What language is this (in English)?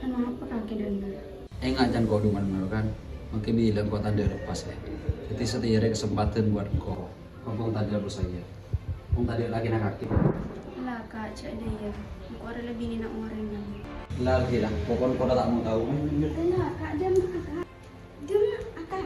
Madurese